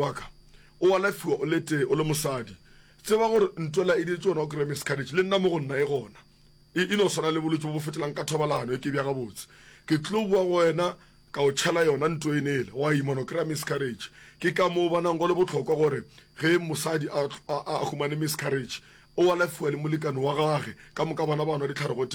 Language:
Northern Sotho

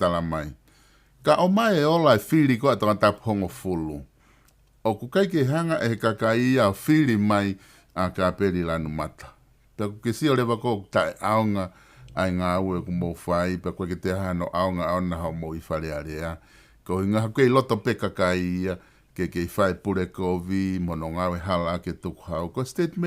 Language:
Tongan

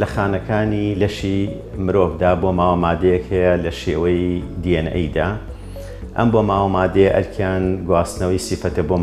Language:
Central Kurdish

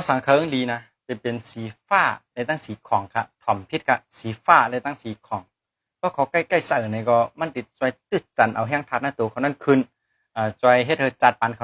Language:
Shan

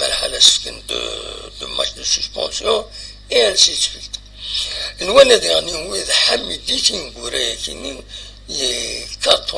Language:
Kabyle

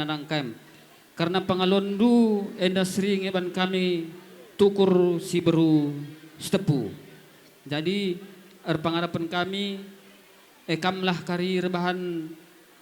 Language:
Batak Karo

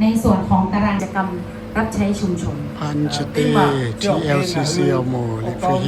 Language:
Lahu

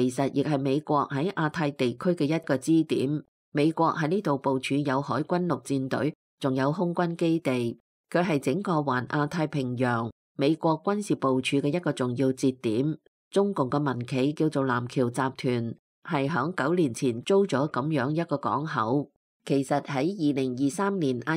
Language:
Cantonese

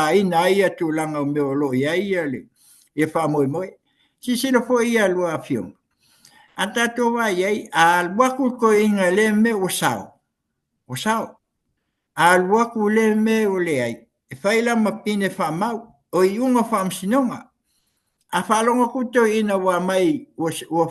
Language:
Samoan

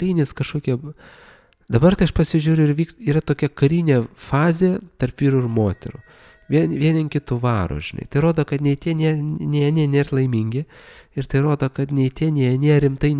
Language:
Lithuanian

